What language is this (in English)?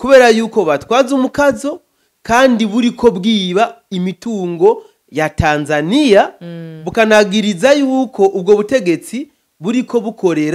Rundi